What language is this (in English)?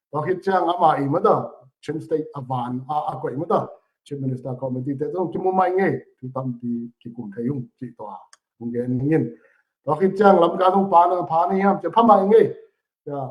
Tedim Chin